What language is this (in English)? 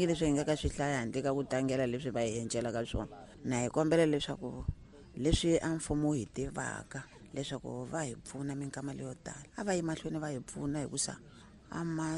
Tsonga